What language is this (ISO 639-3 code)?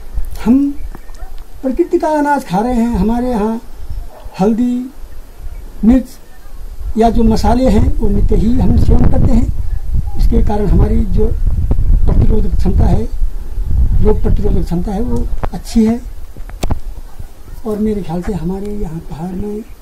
hin